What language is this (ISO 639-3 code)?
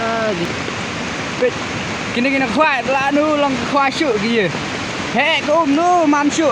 kha